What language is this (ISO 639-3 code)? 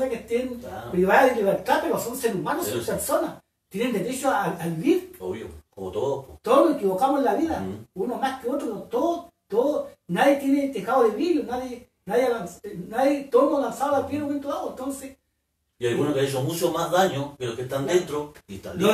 spa